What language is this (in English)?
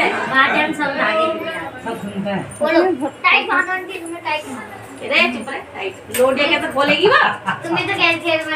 Hindi